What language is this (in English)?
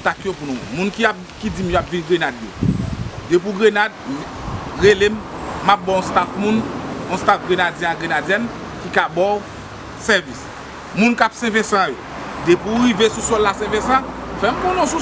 Haitian Creole